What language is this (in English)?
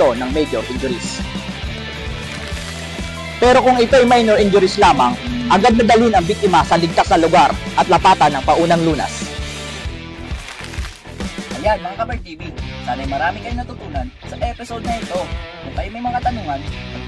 Filipino